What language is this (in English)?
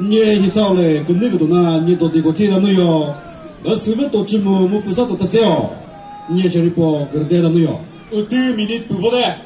Chokri Naga